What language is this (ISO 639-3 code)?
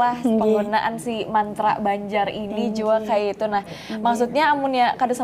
bjn